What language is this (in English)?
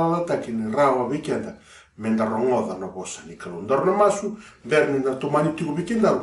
Fijian